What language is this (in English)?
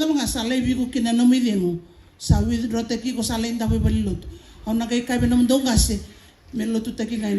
Fijian